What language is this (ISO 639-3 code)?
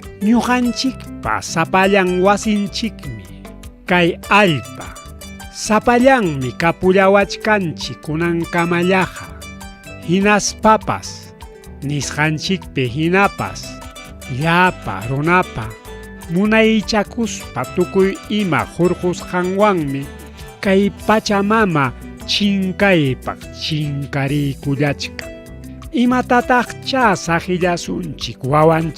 quy